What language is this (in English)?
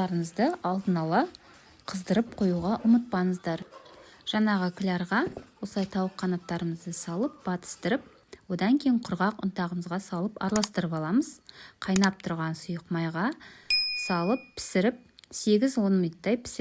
Kazakh